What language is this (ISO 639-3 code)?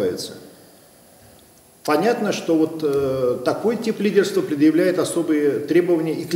rus